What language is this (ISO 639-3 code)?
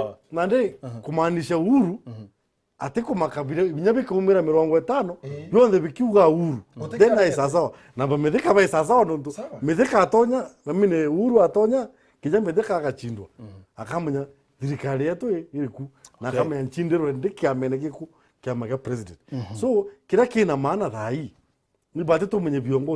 mer